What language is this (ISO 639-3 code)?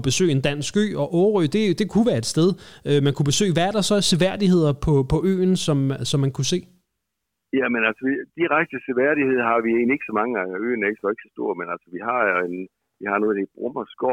dan